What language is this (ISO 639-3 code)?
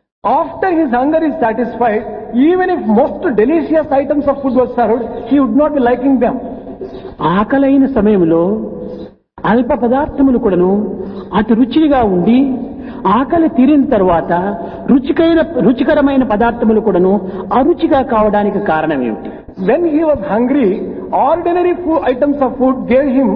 tel